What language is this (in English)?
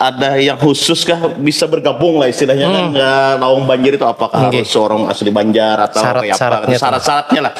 Banjar